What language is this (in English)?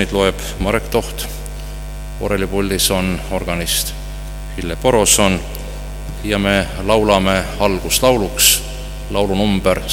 Estonian